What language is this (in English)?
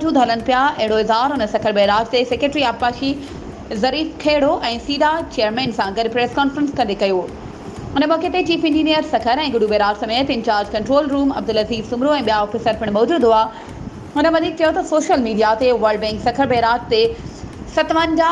Sindhi